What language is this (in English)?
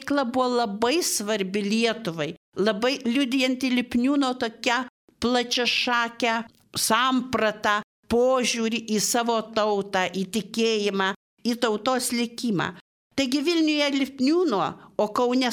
Lithuanian